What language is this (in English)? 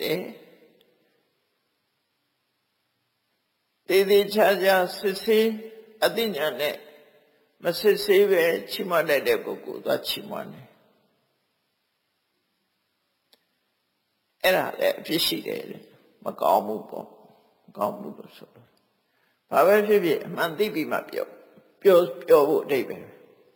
Burmese